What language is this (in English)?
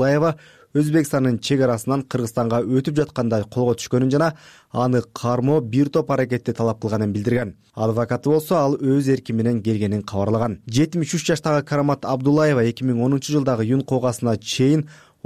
Kyrgyz